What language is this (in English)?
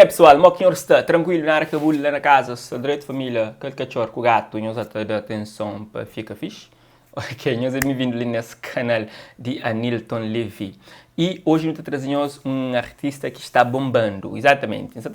Kabuverdianu